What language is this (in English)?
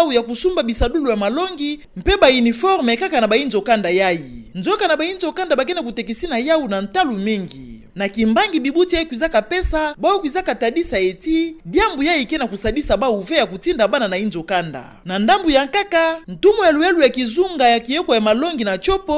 Kituba (Democratic Republic of Congo)